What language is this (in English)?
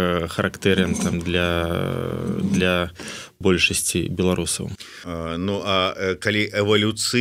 Belarusian